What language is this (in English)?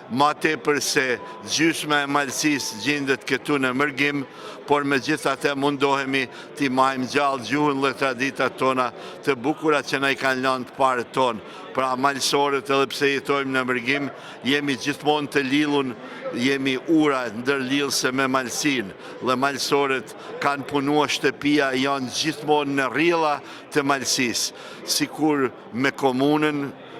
Albanian